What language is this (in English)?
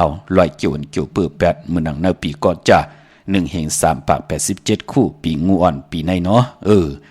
Shan